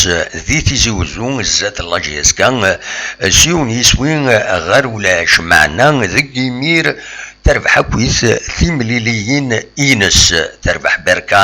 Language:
Kabyle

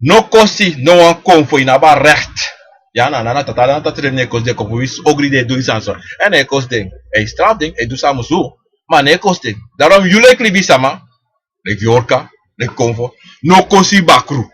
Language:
Sranan Tongo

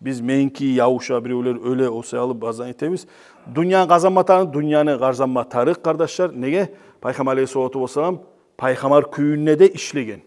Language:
Kumyk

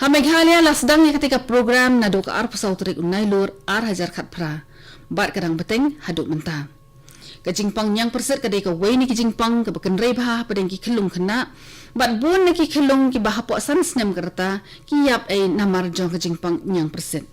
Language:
Khasi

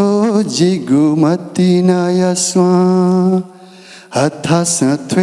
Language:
Newari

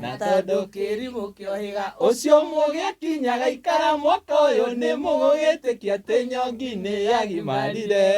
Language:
Kikuyu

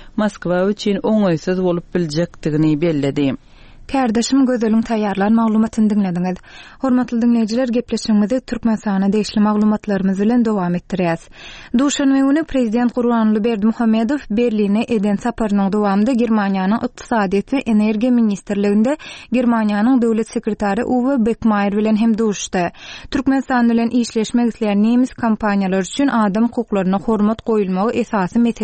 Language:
Turkmen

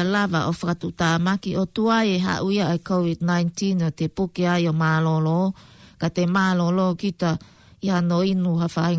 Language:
Tongan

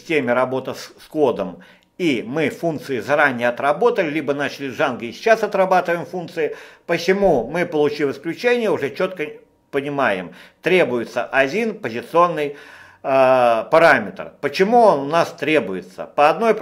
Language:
Russian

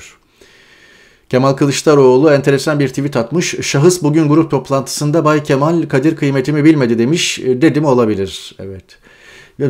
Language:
Turkish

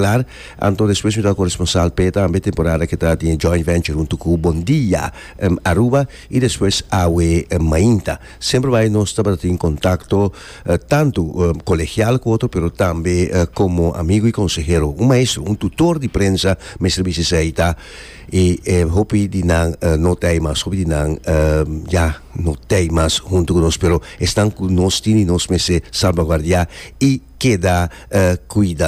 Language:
Papiamento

